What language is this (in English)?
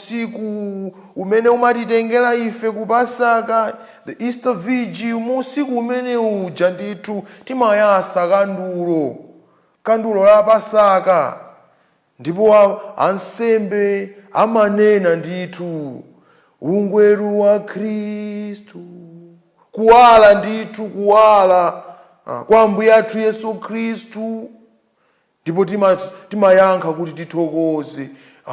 Nyanja